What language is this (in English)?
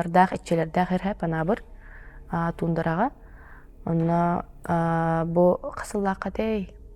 Yakut